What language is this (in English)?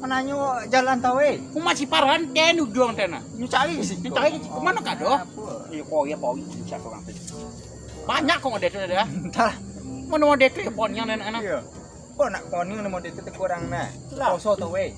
Minangkabau